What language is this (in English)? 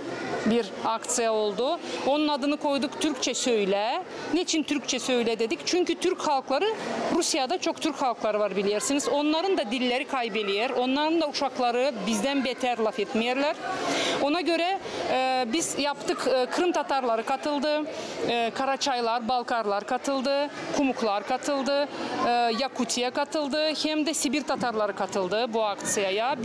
Gagauz